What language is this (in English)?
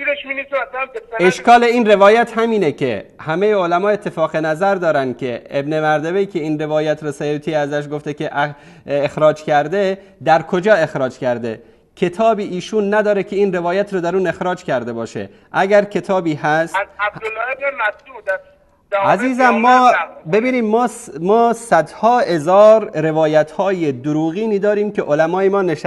Persian